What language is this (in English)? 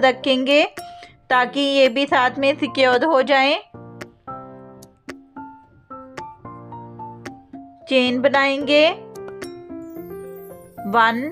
Hindi